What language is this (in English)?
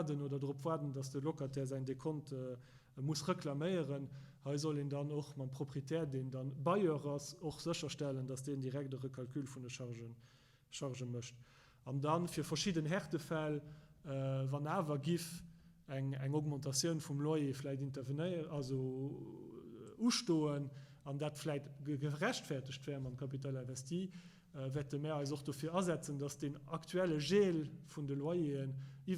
Luxembourgish